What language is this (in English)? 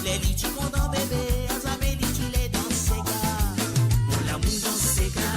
Morisyen